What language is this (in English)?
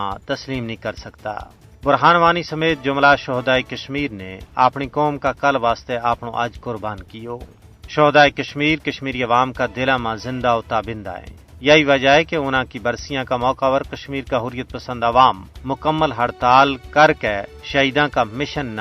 Gujari